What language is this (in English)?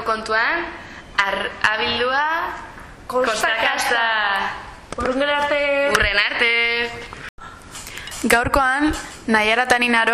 Basque